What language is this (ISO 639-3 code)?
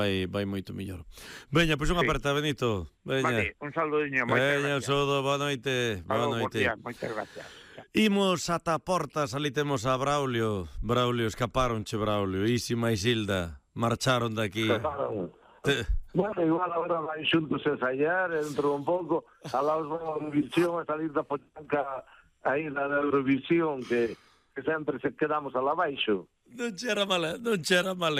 glg